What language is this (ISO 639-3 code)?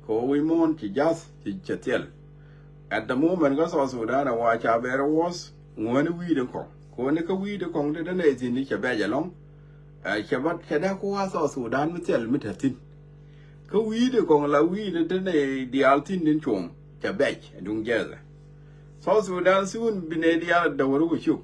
nus